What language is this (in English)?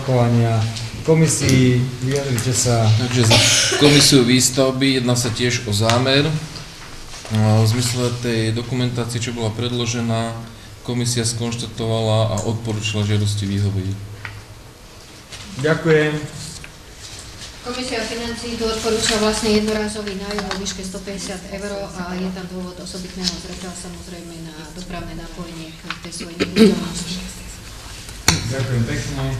Slovak